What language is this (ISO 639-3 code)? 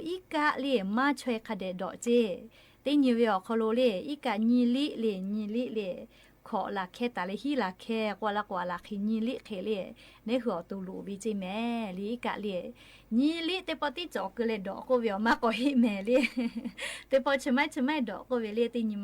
lhu